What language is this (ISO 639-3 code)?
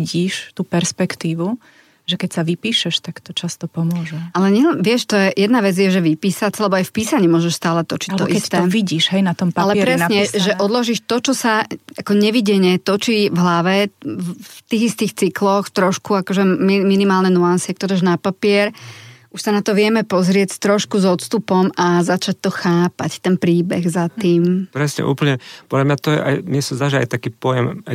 slk